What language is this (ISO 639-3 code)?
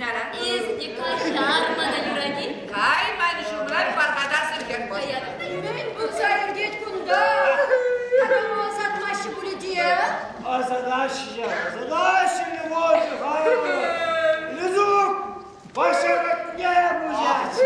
chv